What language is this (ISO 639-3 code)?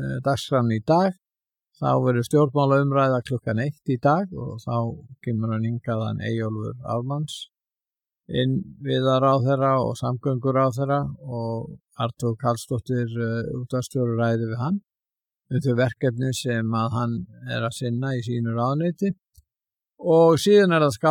isl